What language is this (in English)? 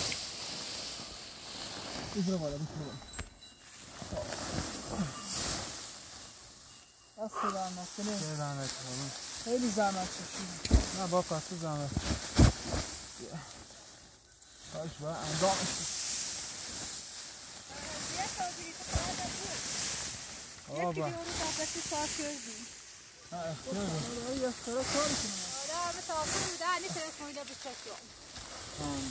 Persian